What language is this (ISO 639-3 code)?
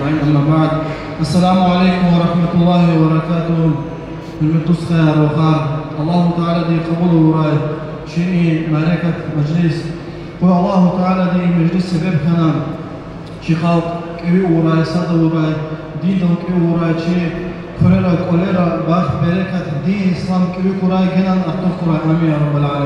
lez